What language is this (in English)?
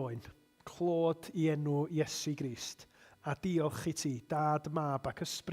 Welsh